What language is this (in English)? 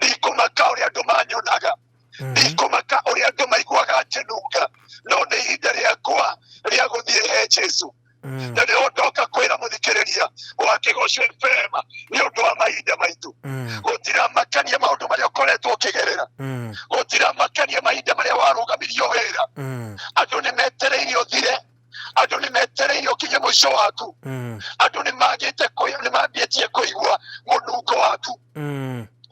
Kikuyu